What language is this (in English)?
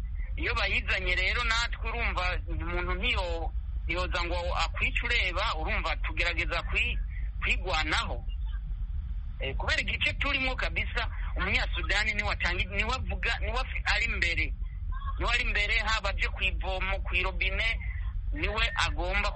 Kinyarwanda